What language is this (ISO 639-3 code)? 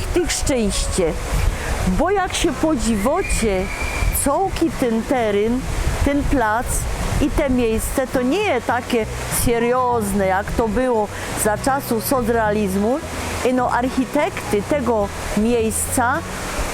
szl